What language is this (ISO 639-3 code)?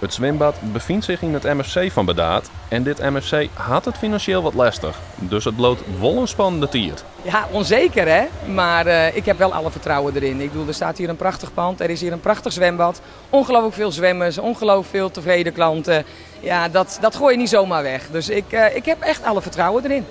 fry